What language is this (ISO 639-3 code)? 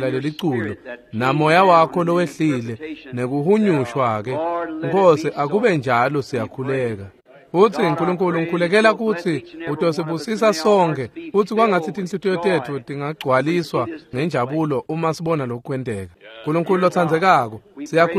ssw